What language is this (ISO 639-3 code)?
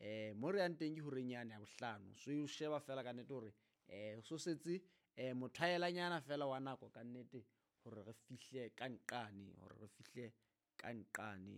sot